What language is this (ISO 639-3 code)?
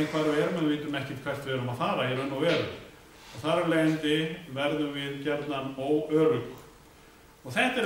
isl